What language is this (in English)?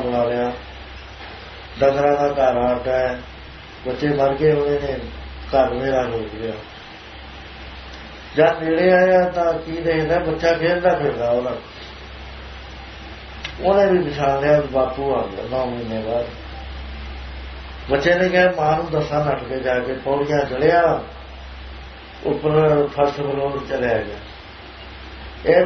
Punjabi